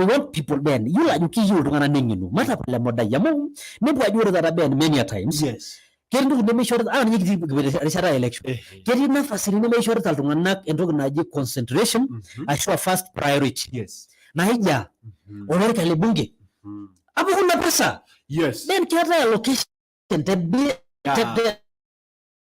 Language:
Masai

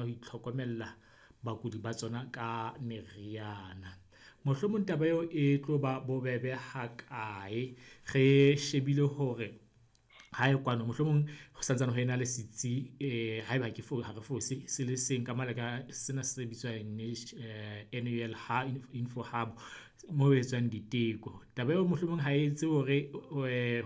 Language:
Southern Sotho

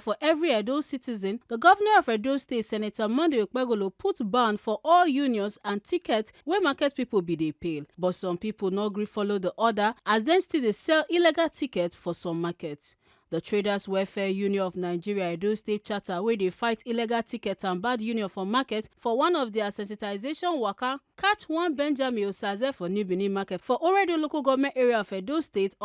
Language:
Nigerian Pidgin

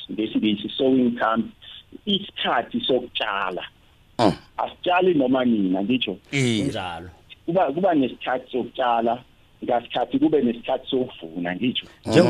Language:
South Ndebele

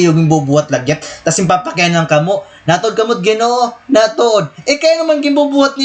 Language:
Waray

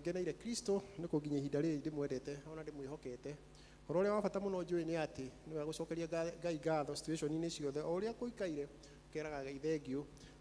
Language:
Kikuyu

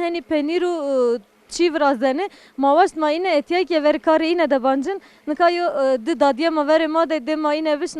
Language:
Zaza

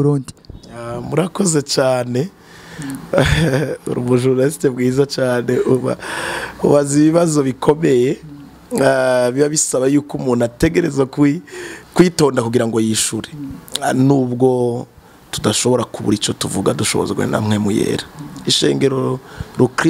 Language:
Rundi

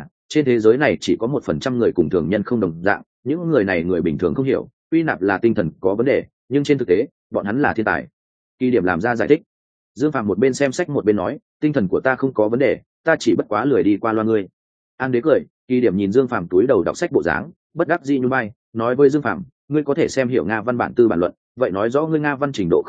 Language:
Vietnamese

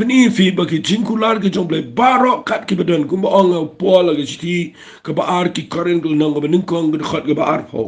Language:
Khasi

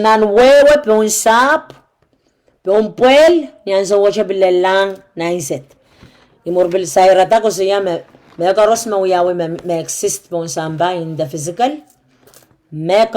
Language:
Pohnpeian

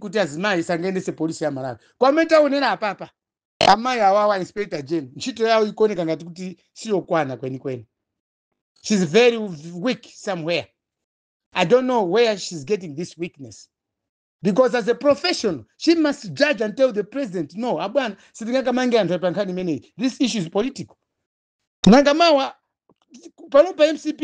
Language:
Nyanja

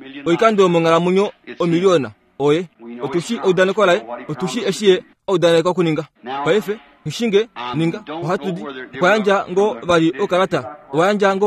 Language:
Kuanyama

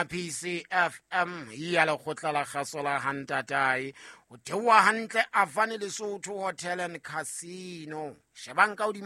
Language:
Southern Sotho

